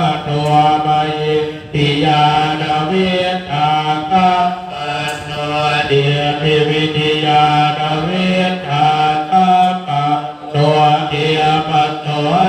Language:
Pali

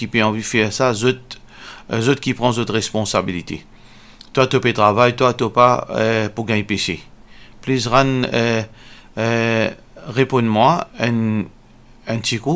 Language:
Morisyen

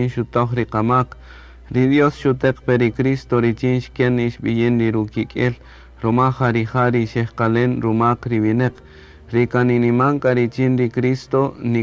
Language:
Kaqchikel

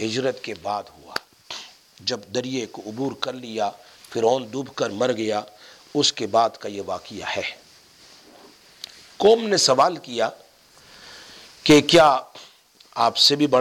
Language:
Urdu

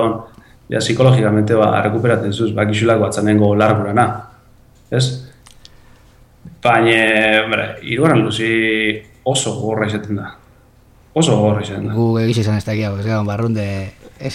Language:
Basque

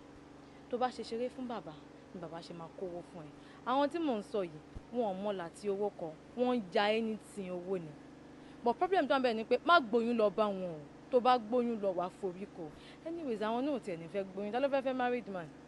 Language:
Yoruba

